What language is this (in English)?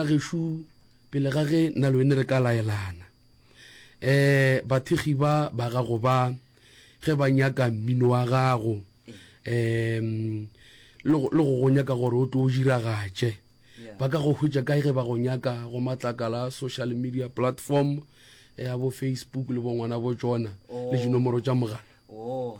Northern Sotho